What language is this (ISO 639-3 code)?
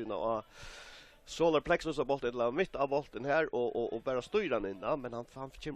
fao